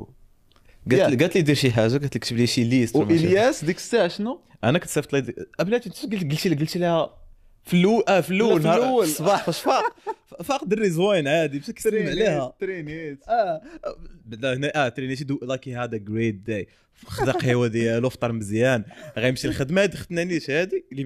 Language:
Moroccan Arabic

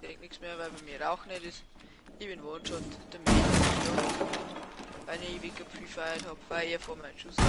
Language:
Bavarian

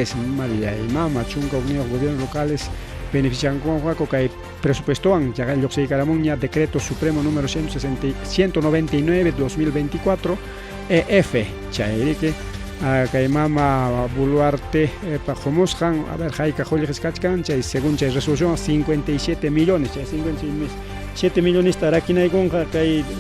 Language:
Ayacucho Quechua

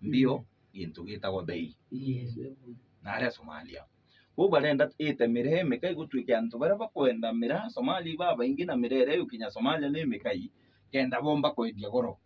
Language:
Meru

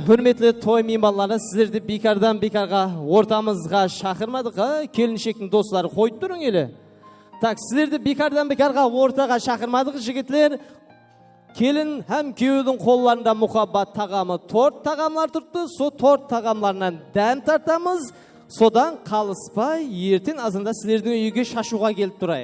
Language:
Kara-Kalpak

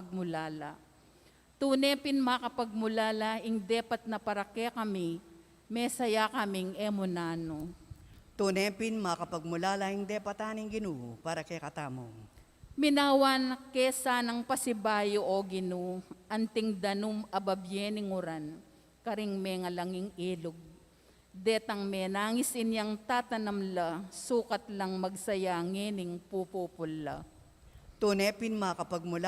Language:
Pampanga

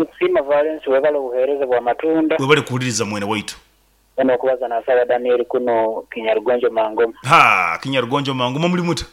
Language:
Nyankole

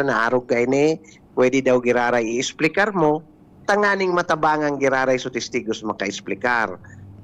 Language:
Bikol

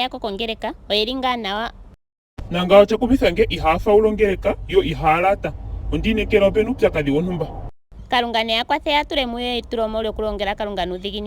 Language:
Ndonga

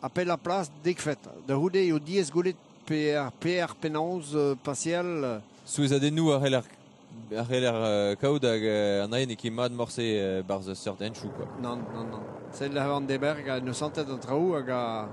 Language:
Breton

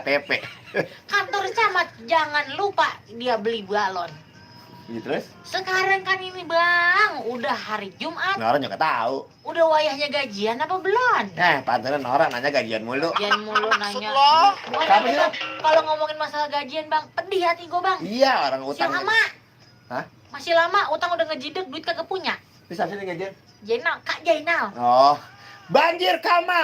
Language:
Betawi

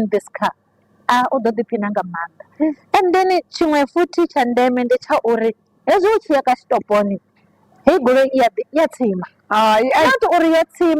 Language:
Venda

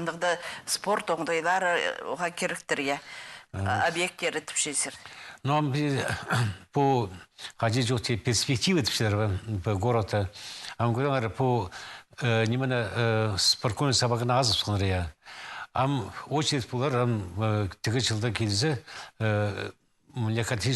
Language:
Khakas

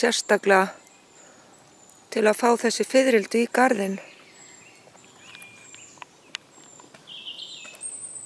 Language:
Icelandic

